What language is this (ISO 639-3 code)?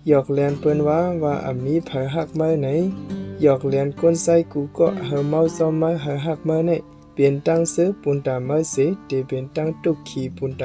shn